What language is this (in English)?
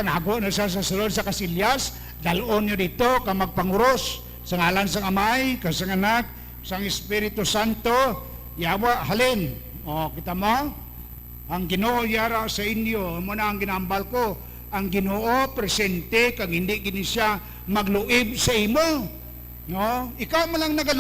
Hiligaynon